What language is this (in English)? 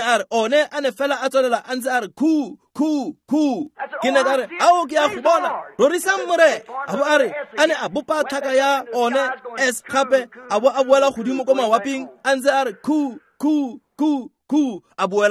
Tswana